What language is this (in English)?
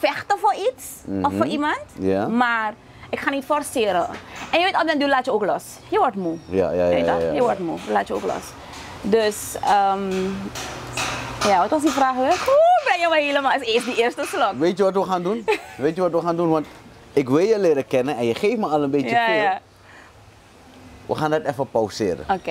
Dutch